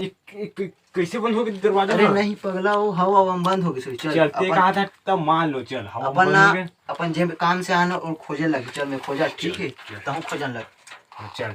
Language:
Chhattisgarhi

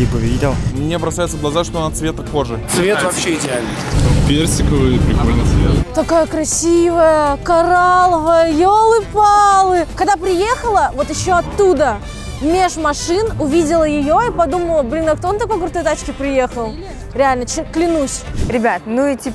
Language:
Russian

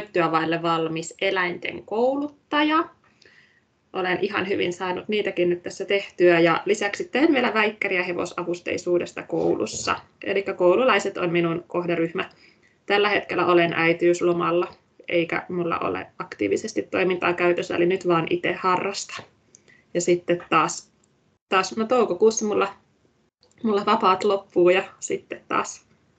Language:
Finnish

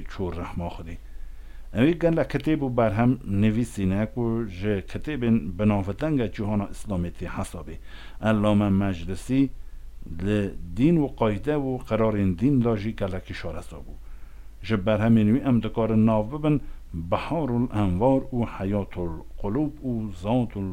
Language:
Kurdish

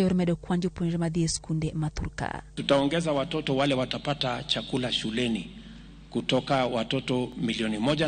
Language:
Luo (Kenya and Tanzania)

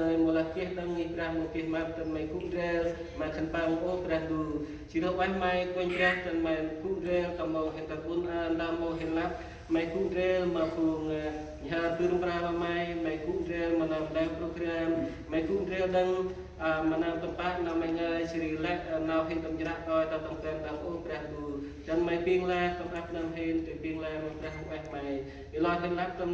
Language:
Central Mnong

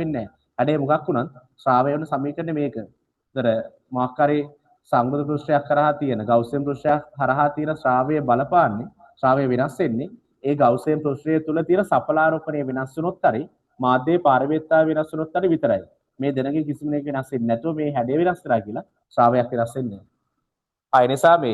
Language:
Sinhala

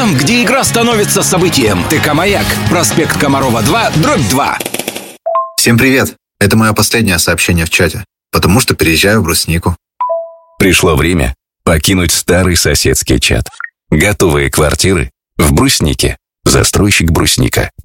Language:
Russian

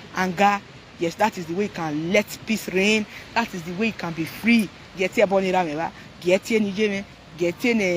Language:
Nigerian Pidgin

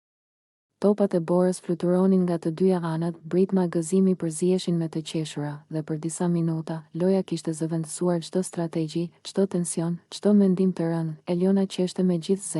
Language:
Albanian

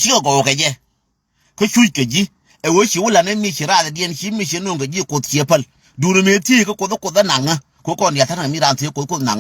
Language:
Nuer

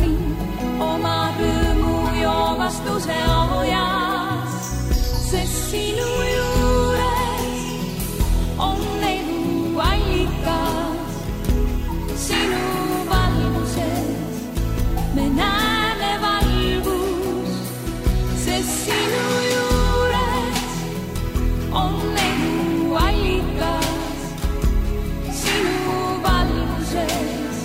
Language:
Estonian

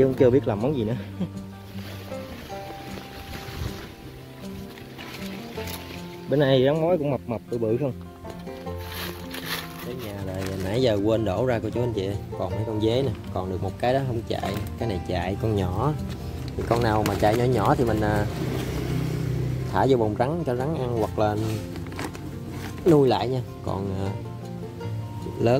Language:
Vietnamese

